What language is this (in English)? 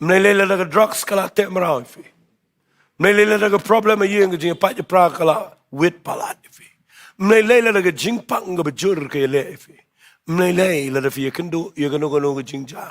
Khasi